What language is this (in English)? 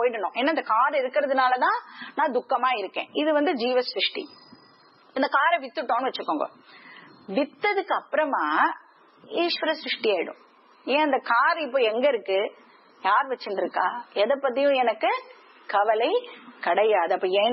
Tamil